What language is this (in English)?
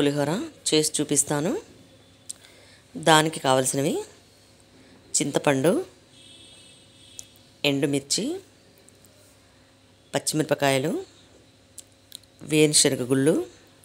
Telugu